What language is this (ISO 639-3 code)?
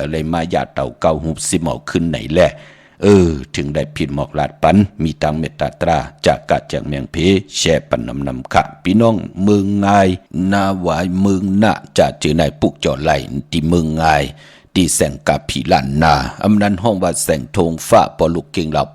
shn